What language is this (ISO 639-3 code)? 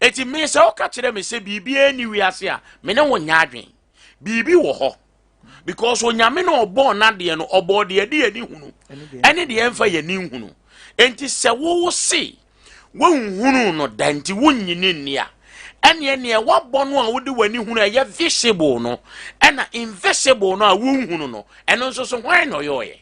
aka